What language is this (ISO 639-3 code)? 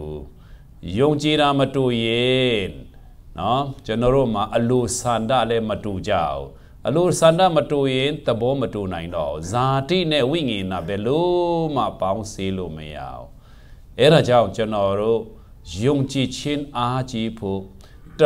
mya